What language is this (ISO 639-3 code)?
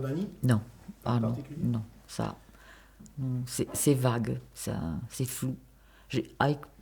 oci